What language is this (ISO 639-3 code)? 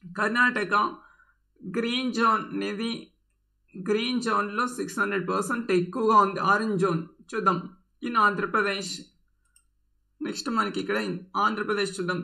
tel